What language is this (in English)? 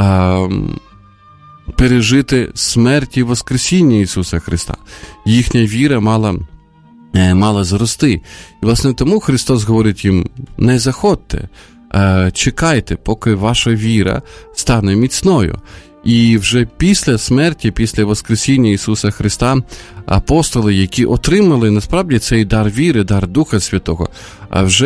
Ukrainian